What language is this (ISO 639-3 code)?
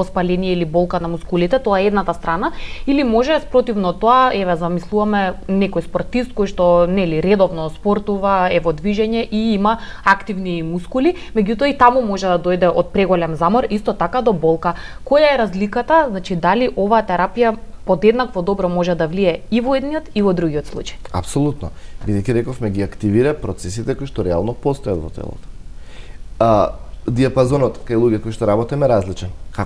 mkd